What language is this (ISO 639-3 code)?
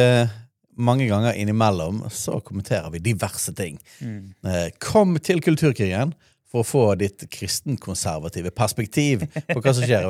nor